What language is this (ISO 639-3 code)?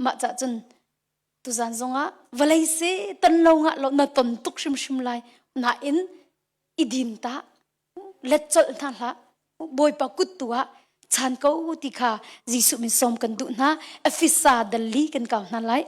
cnh